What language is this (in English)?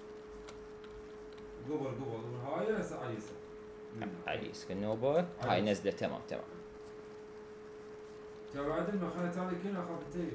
Mesopotamian Arabic